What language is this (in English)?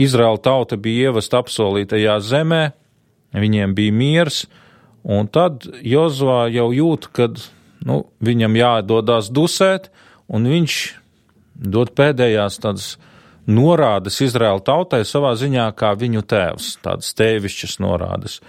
Latvian